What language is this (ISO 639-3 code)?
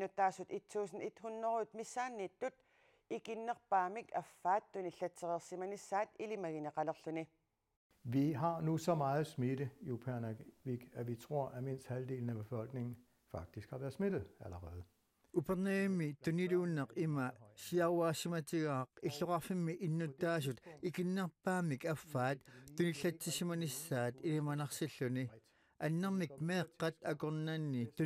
kal